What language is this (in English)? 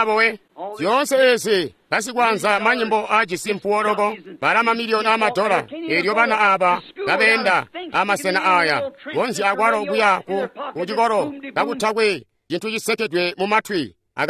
Tonga (Zambia)